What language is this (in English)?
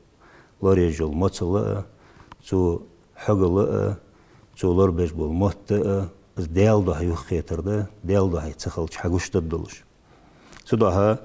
Ingush